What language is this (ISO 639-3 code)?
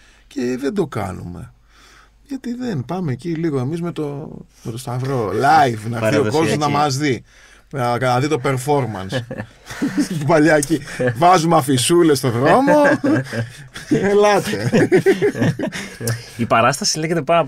ell